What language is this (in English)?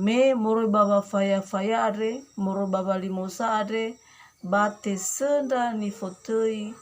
Nias